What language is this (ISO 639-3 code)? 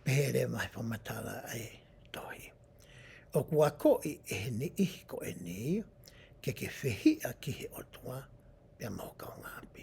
ton